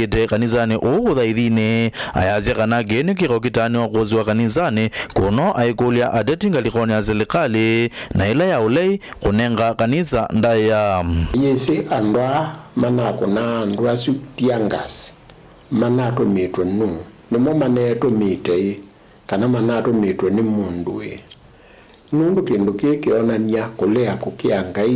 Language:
Kamba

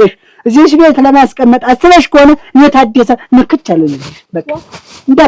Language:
Amharic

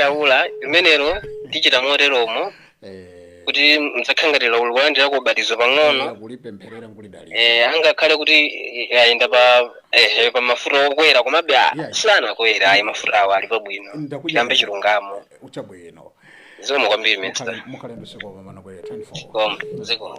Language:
Nyanja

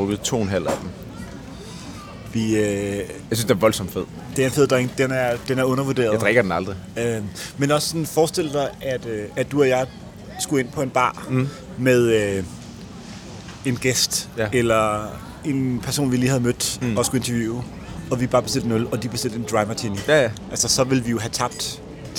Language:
Danish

